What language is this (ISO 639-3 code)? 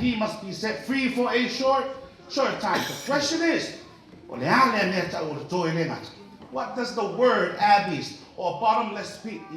smo